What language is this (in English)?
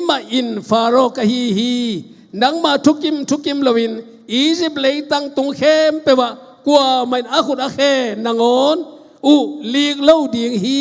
Tedim Chin